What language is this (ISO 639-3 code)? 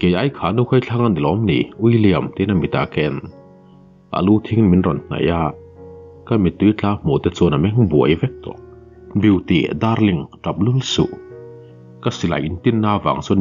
lus